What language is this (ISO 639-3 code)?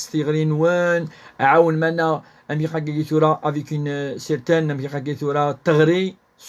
kab